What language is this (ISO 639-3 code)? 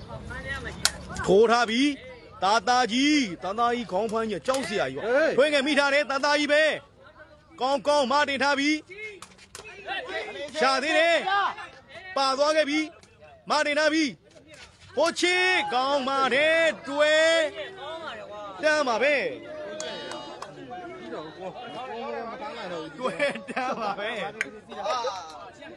mya